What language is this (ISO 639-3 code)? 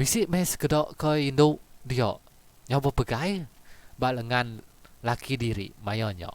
iba